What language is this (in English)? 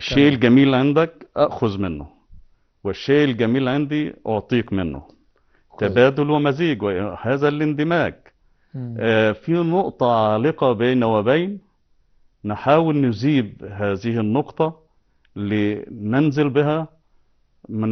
Egyptian Arabic